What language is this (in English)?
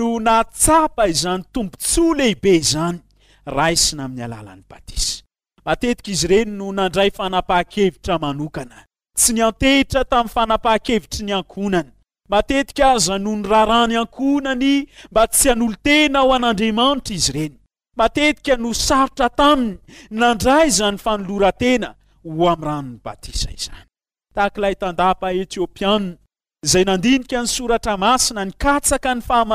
Malagasy